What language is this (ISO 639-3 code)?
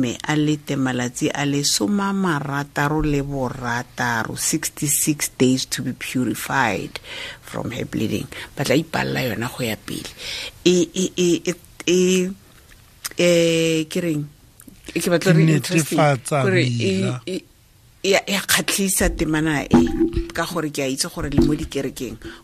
tsn